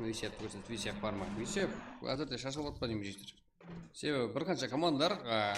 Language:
Kara-Kalpak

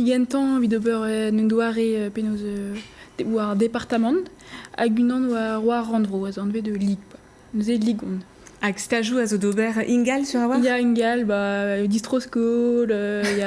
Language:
Breton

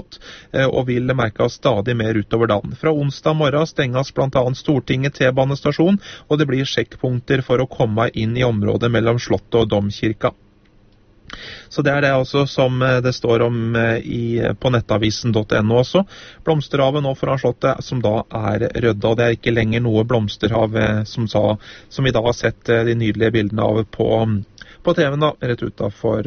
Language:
Norwegian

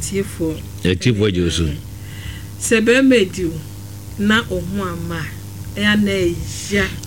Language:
Akan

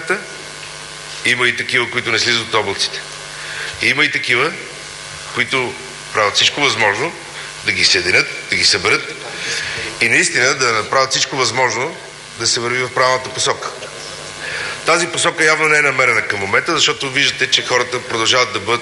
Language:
Bulgarian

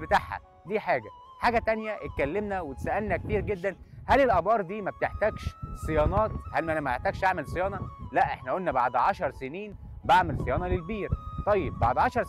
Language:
Egyptian Arabic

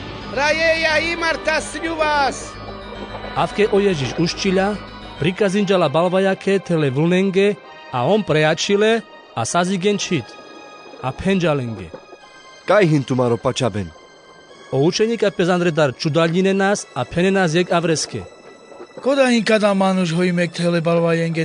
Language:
Carpathian Romani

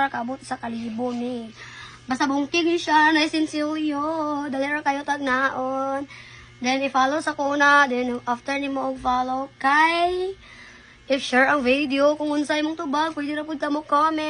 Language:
Cebuano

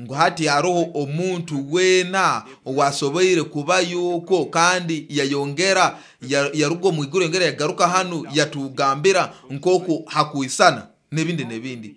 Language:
Nyoro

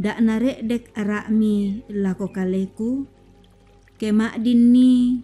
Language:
Toraja-Sa'dan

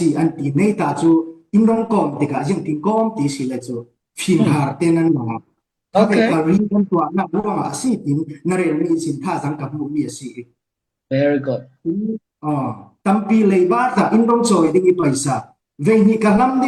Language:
Falam Chin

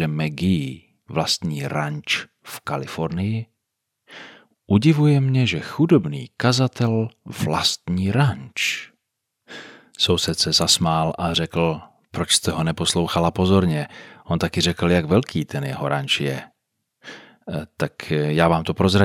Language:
Czech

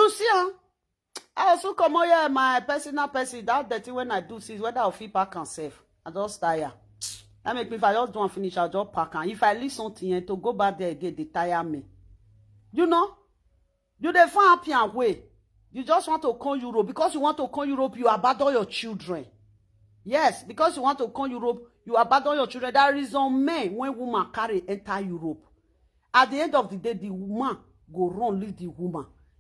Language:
Nigerian Pidgin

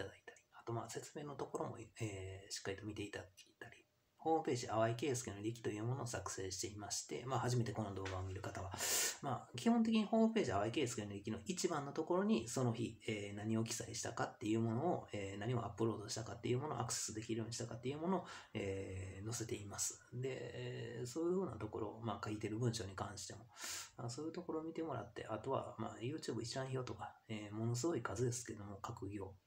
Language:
Japanese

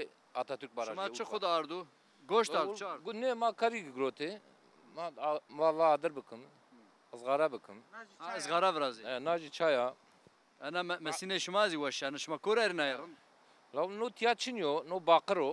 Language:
Zaza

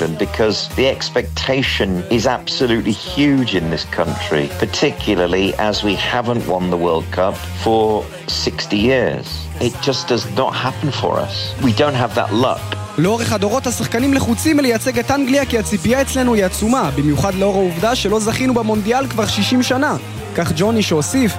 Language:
Hebrew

